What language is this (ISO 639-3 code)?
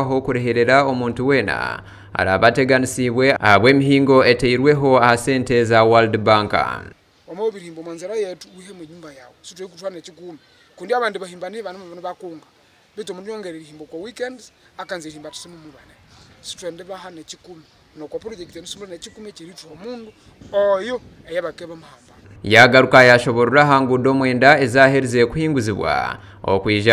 nyn